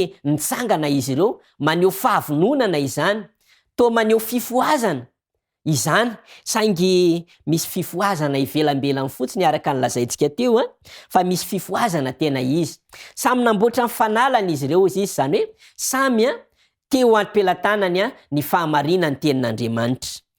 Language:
Malagasy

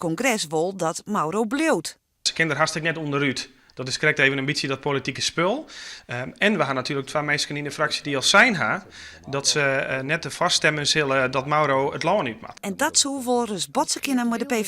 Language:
Western Frisian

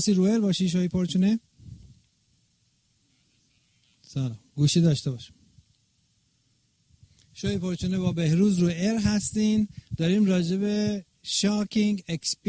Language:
Persian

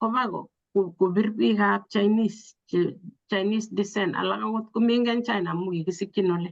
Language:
Kalenjin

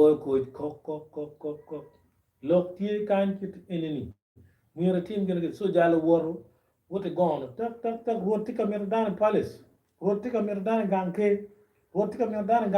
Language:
Acoli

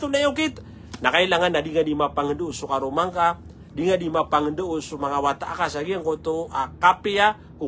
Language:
Maranao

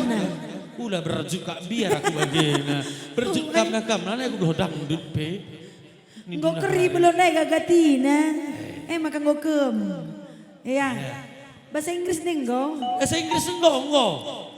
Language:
Batak Karo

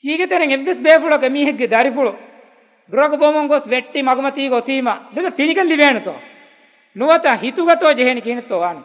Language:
Divehi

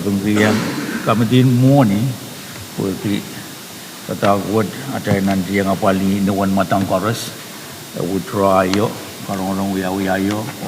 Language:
Pohnpeian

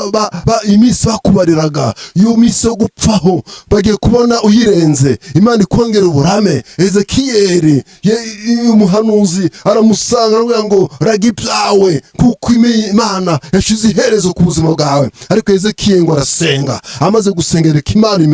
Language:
Kinyarwanda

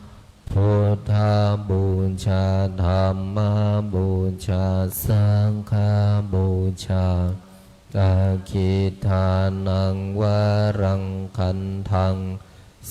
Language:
Pali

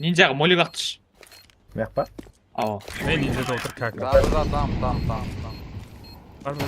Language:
Kara-Kalpak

